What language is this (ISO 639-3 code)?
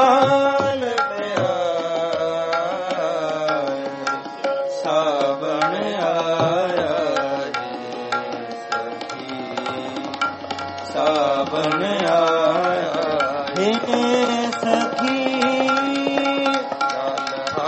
pan